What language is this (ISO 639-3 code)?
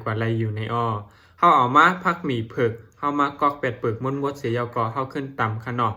shn